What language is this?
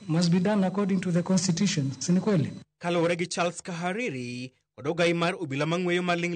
Luo (Kenya and Tanzania)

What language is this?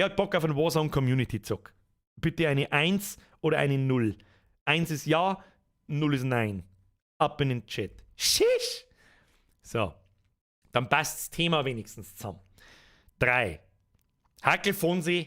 Bavarian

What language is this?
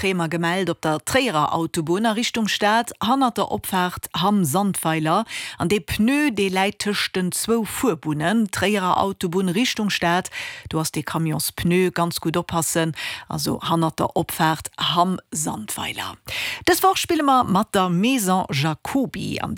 Luxembourgish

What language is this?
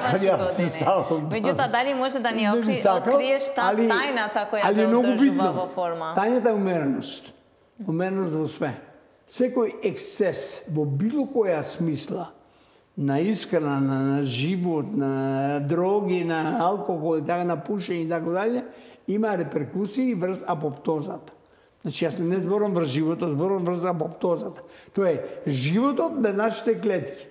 Macedonian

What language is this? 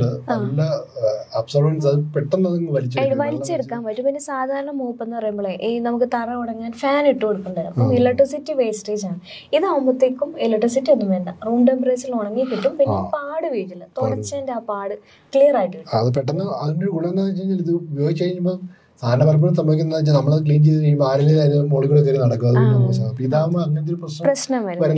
Malayalam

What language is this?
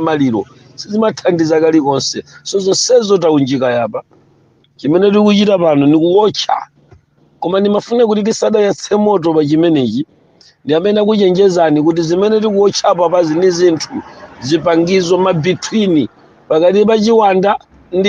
Nyanja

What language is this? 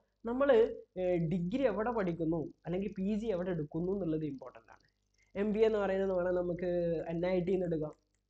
Malayalam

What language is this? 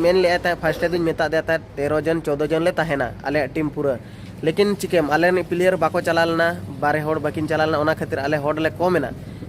Santali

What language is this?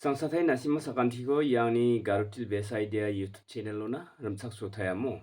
Garo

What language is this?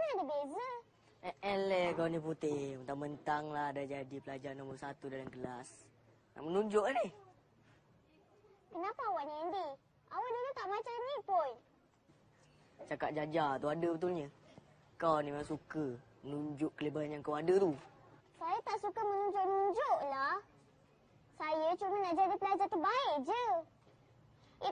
Malay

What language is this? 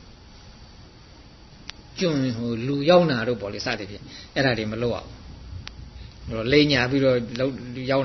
Burmese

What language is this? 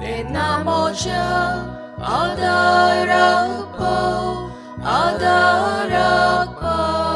Konkani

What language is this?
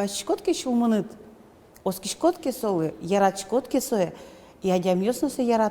Udmurt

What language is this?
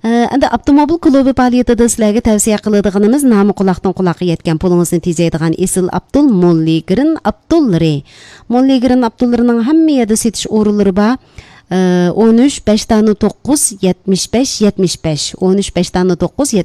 Uyghur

